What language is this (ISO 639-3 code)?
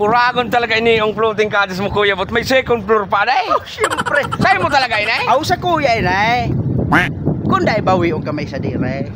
bik